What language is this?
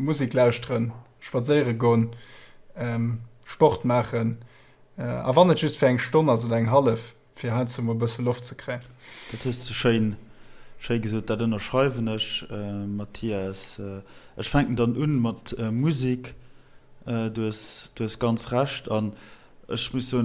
Luxembourgish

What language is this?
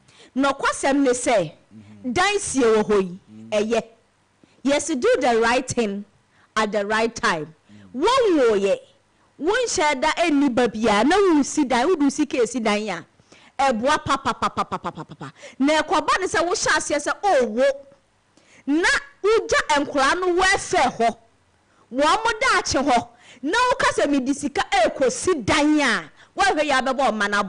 Akan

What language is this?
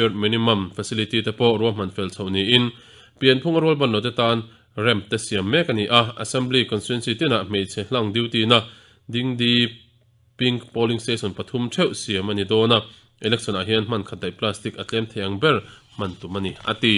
Mizo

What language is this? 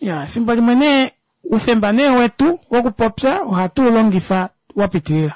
Kuanyama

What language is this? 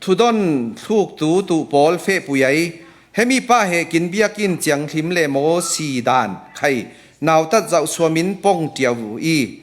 Falam Chin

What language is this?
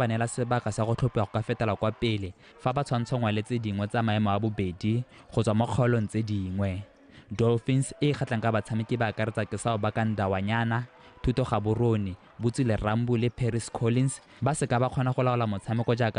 Tswana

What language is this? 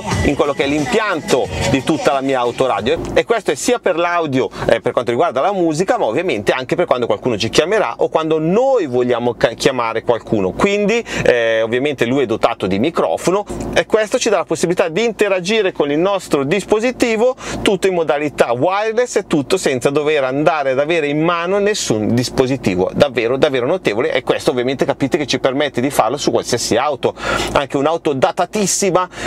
Italian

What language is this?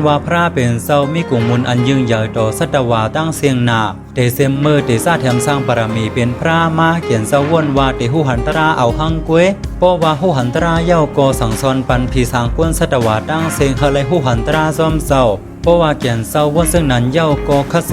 Shan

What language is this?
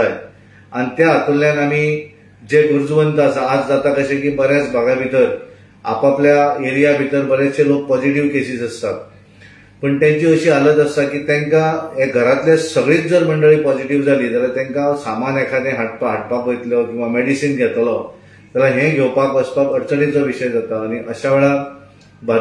Konkani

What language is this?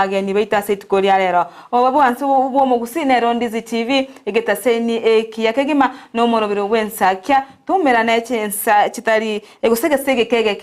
Gusii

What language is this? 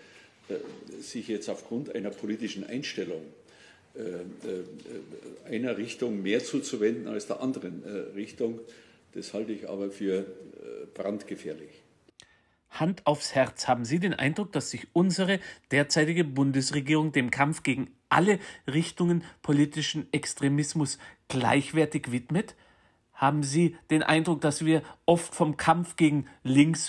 German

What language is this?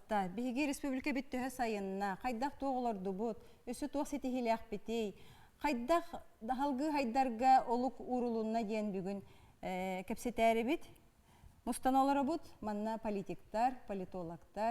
Yakut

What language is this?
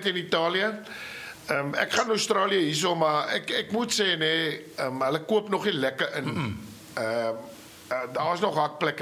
Afrikaans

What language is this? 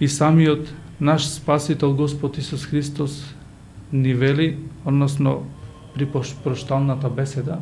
Macedonian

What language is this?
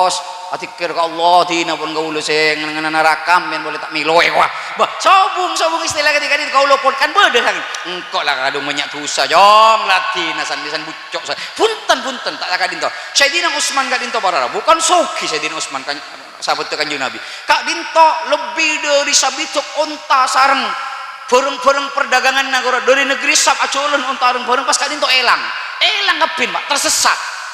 Madurese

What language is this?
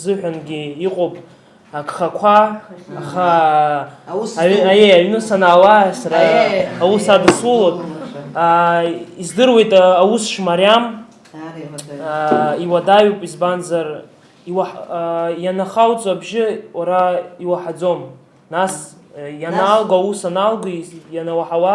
Abkhazian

